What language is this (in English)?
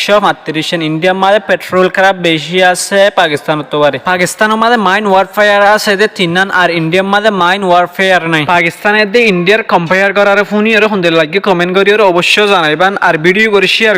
Rohingya